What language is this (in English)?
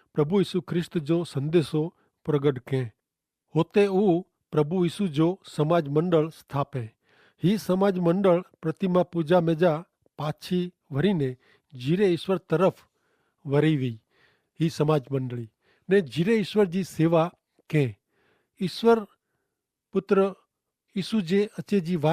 Kachhi